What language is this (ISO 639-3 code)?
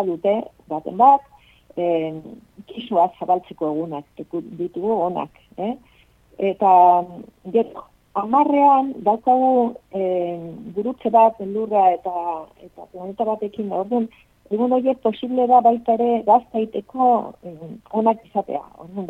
eus